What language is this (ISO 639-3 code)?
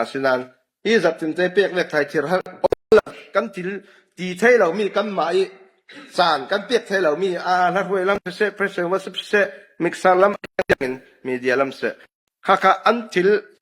cfm